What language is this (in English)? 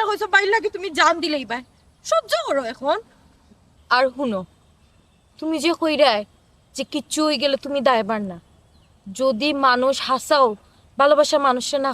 Sylheti